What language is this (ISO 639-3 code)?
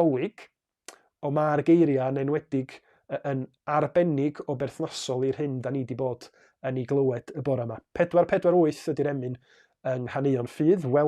cym